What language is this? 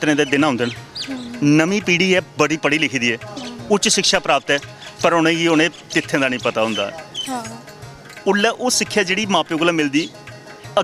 Dogri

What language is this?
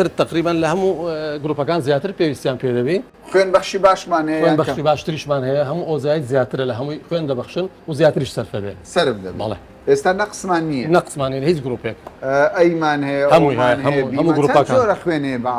Central Kurdish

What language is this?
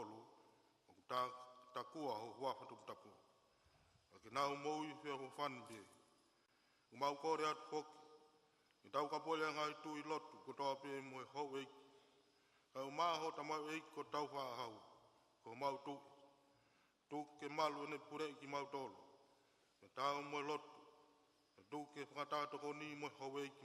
Tongan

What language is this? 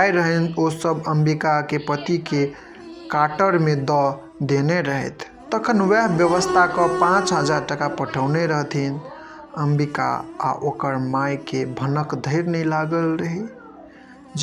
Maithili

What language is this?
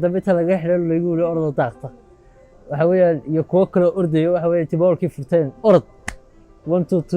Somali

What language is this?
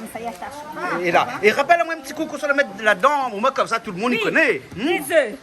Réunion Creole French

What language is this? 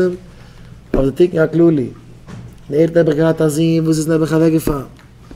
Yiddish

